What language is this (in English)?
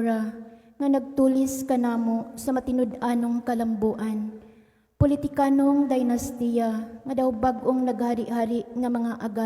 Cebuano